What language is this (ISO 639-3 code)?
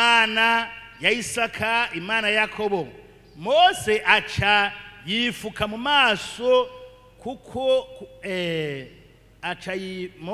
run